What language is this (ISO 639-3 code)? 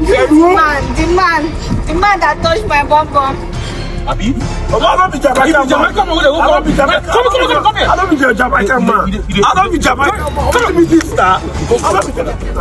pcm